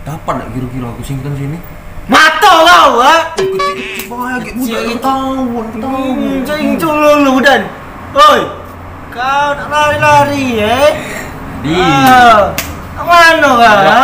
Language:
Musi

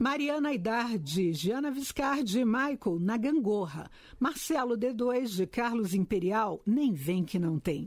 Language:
Portuguese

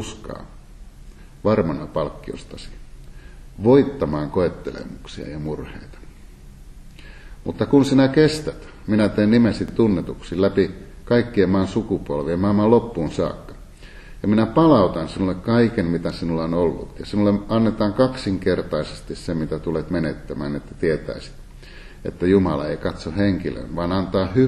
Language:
Finnish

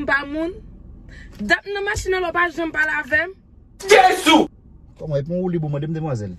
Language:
Haitian Creole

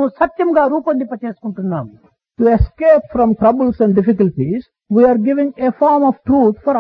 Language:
Telugu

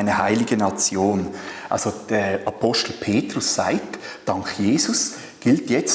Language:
Swiss German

